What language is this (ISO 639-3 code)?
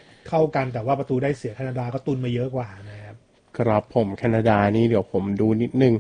tha